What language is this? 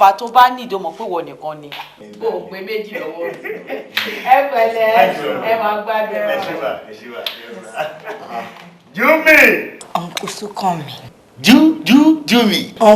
Yoruba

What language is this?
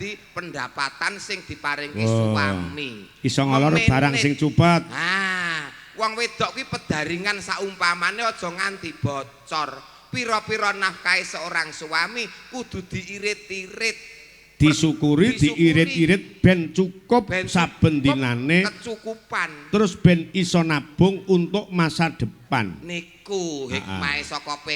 Javanese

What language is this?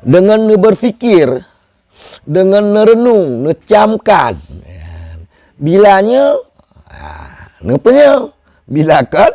Achinese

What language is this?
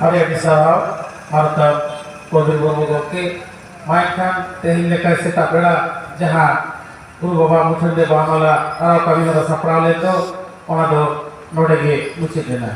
Santali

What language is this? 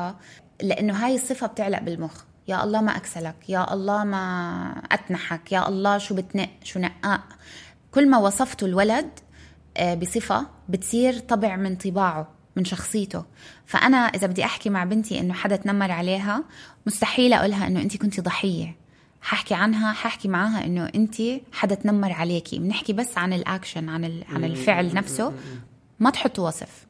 North Levantine Arabic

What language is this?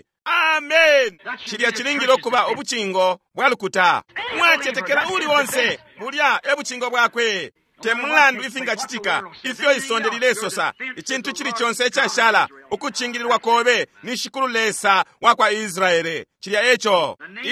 Bemba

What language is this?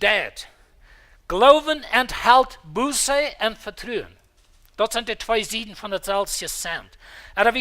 Plautdietsch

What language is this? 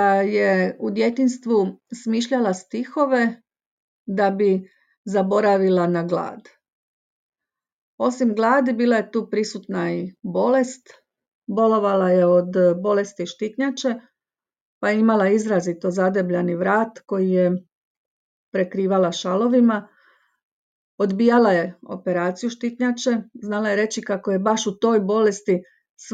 Croatian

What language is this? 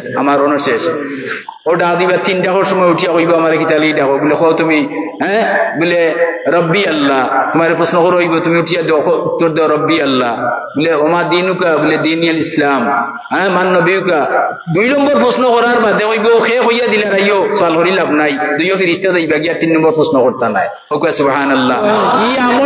Sylheti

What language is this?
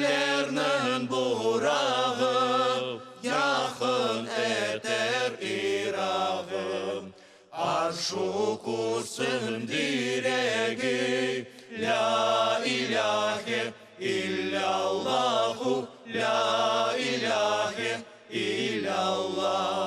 Crimean Tatar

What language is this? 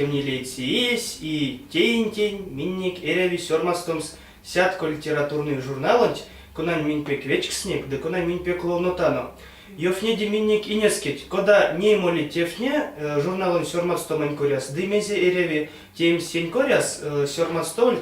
Erzya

